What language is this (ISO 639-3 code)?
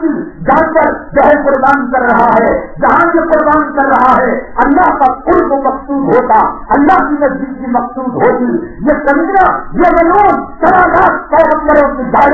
urd